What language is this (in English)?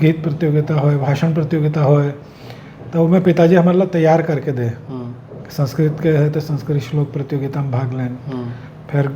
Chhattisgarhi